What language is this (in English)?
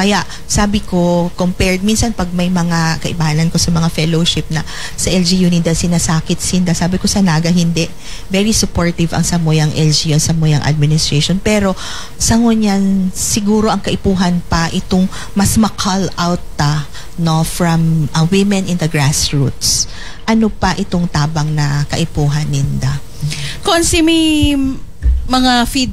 Bikol